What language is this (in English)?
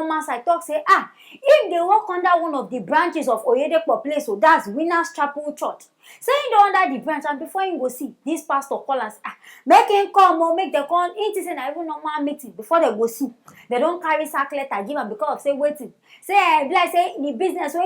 Nigerian Pidgin